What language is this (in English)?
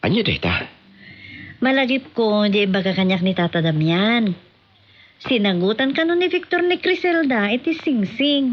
Iloko